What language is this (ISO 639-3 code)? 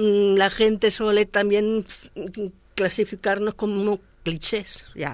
cat